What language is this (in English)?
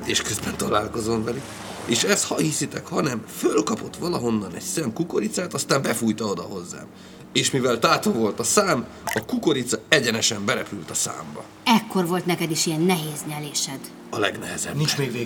Hungarian